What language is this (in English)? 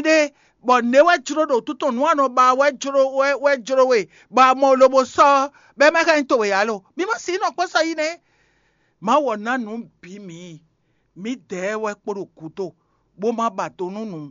Fon